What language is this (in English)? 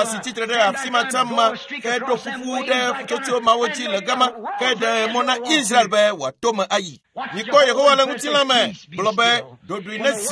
Ewe